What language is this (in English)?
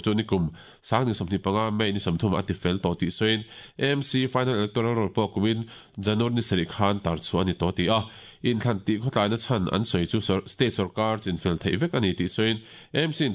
Mizo